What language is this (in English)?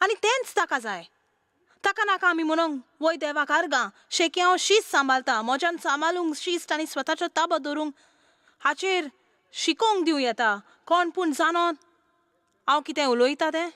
Konkani